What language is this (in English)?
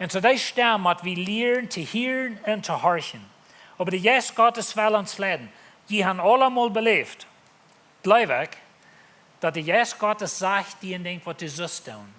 Plautdietsch